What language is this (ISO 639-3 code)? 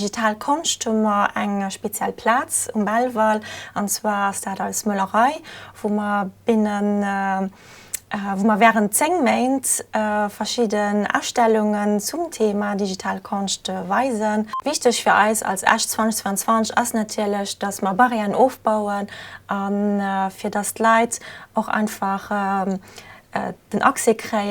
ltz